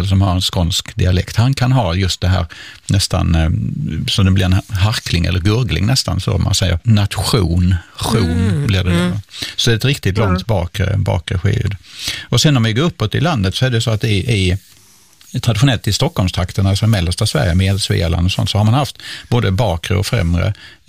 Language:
Swedish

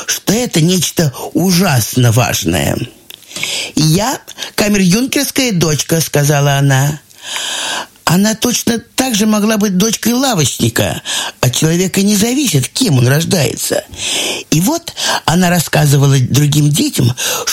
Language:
Russian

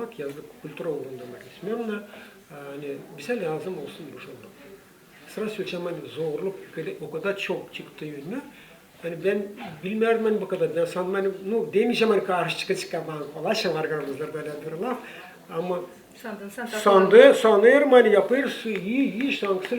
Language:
Gagauz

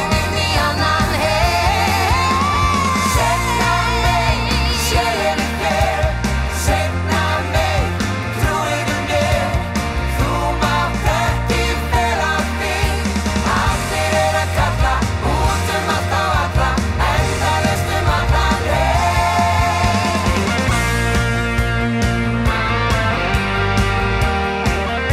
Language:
Icelandic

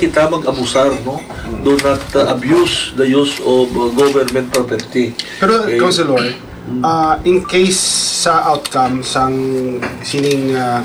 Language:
Hiligaynon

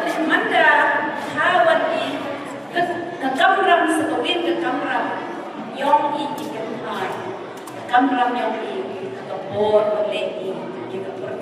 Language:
Khasi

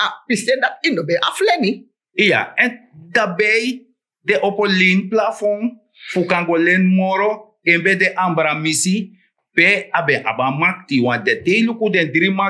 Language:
Sranan Tongo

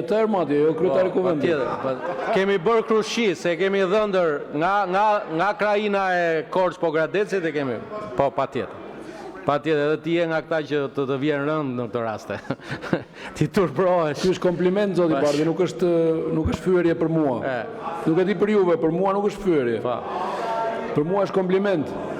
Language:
Albanian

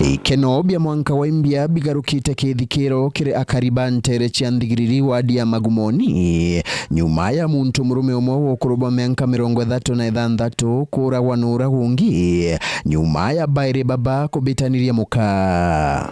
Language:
Meru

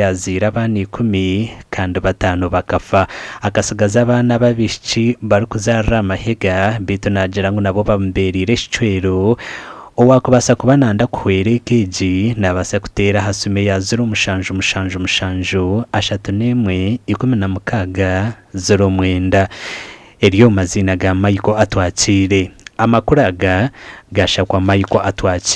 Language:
Nyankole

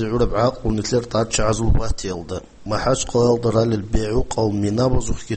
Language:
Avaric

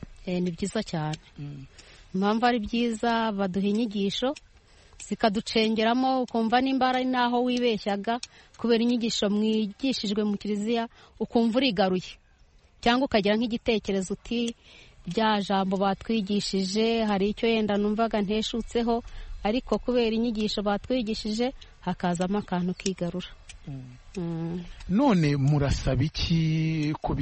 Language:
Kinyarwanda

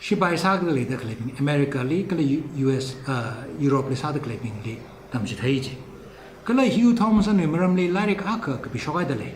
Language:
Tangkhul Naga (India)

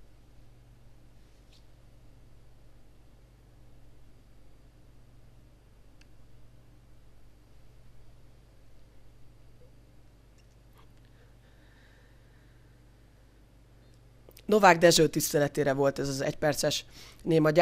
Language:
Hungarian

